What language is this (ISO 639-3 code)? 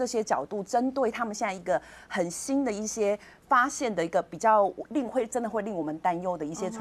zho